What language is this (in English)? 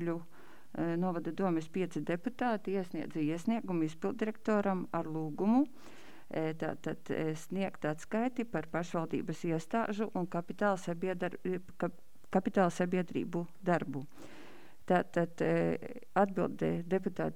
Latvian